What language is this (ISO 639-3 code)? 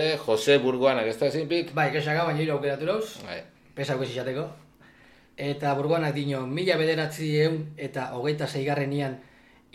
eus